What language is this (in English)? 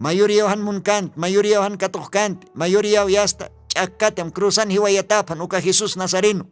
Aymara